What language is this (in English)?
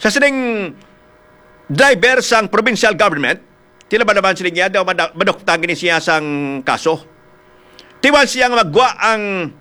Hiligaynon